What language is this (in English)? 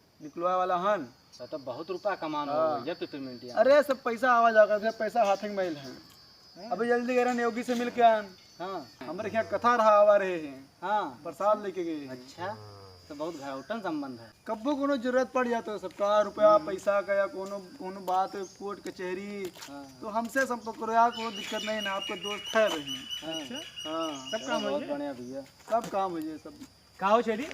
Awadhi